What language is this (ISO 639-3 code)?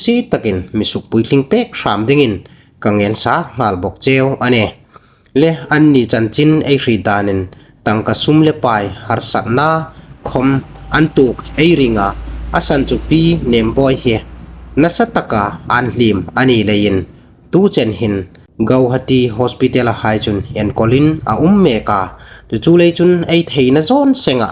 hmr